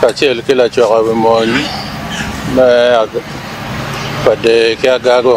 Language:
Acoli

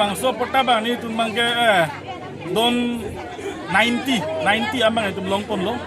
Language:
Karbi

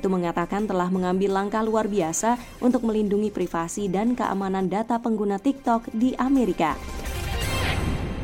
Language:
Indonesian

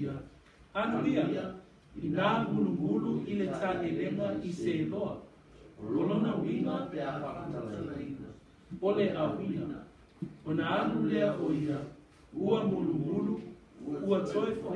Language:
Samoan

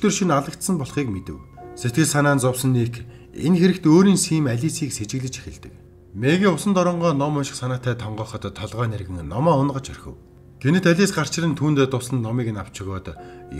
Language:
Mongolian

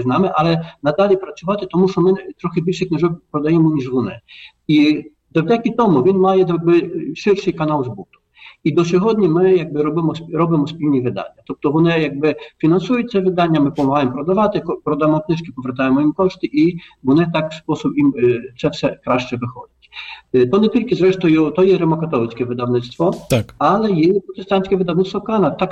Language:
Ukrainian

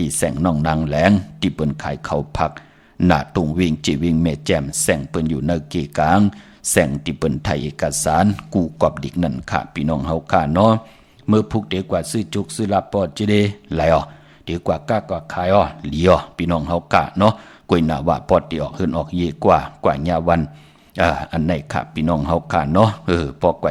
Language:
Shan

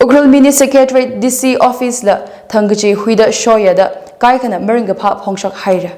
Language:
Tangkhul Naga (India)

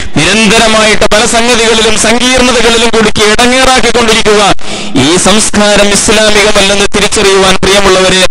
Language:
Malayalam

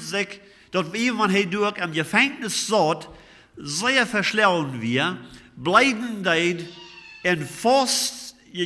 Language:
Plautdietsch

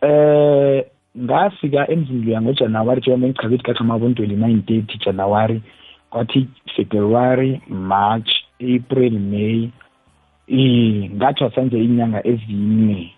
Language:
South Ndebele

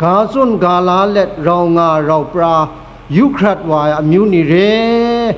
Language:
Kachin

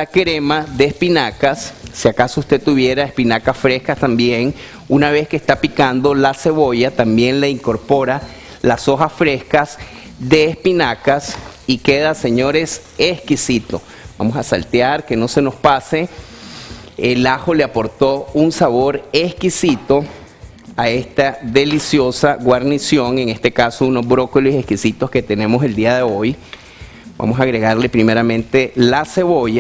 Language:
Spanish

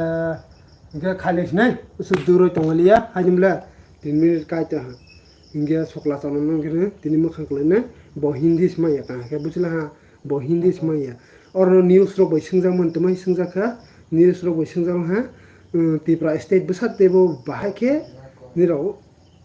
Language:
Kok Borok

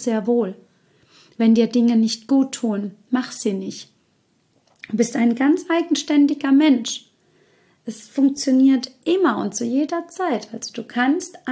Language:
German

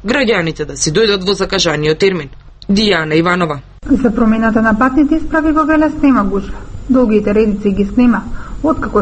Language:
Macedonian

